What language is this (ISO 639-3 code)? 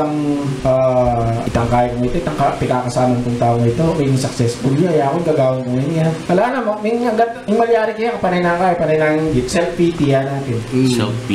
pam